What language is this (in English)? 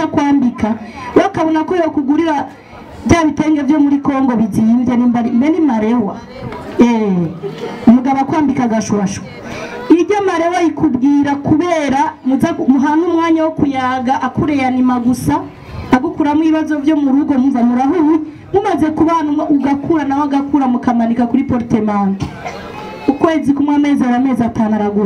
Rundi